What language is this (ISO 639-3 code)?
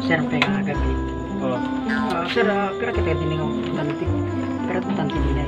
war